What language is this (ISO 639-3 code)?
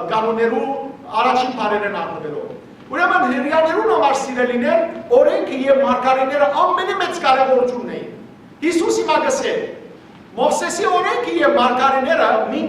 hyw